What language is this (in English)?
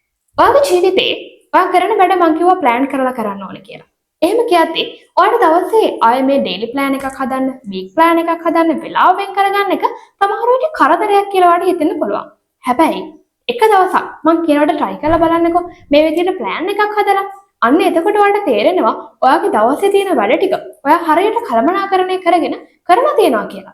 Sinhala